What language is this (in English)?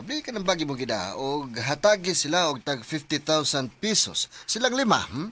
Cebuano